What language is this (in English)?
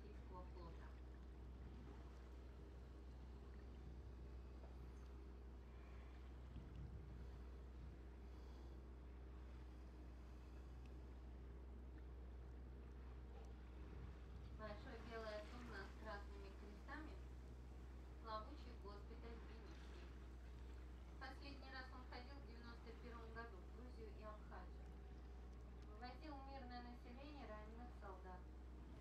Russian